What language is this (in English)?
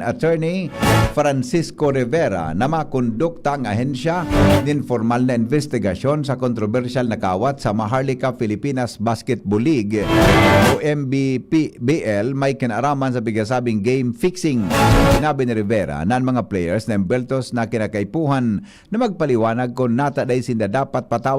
Bikol